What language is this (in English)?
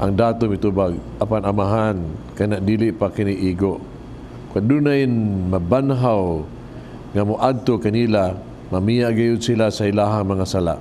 Cebuano